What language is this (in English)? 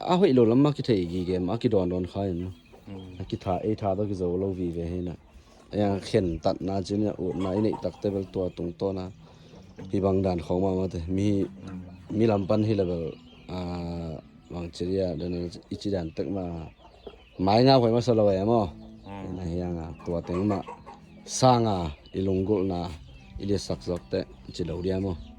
Tedim Chin